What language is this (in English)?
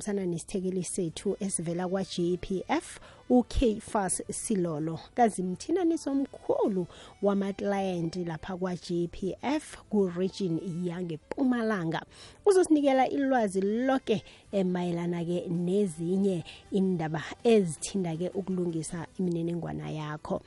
South Ndebele